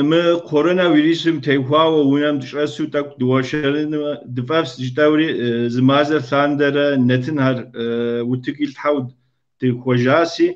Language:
Kabardian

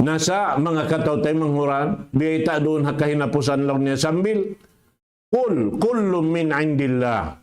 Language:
Tausug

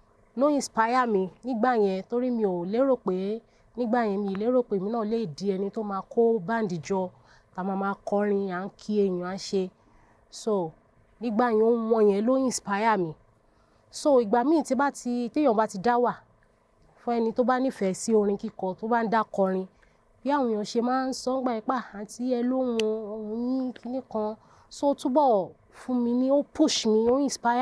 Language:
Yoruba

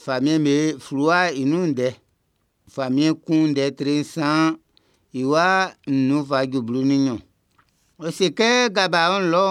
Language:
Baoulé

